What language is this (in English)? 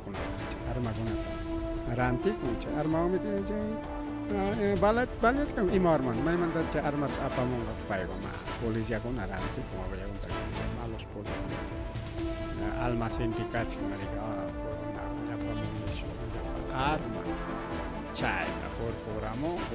Ayacucho Quechua